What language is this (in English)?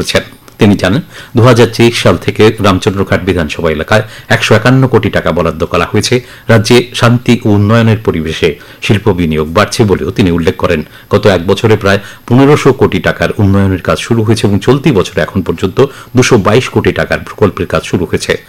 Bangla